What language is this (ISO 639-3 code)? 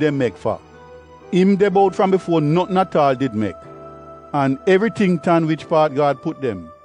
jam